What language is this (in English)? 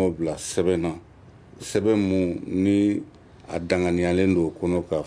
Bambara